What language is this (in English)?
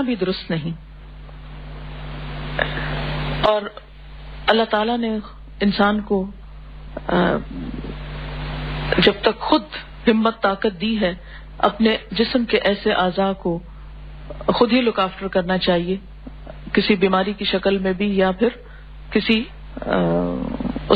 Urdu